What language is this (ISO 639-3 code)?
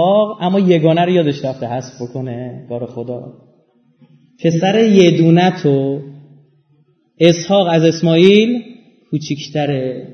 fas